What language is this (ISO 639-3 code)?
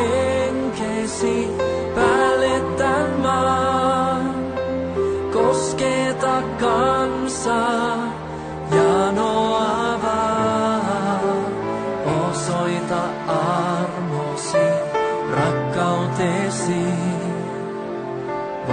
fin